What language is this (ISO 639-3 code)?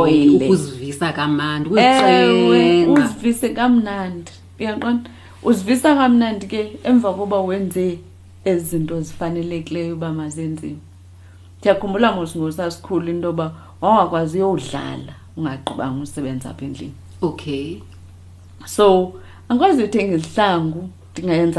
xho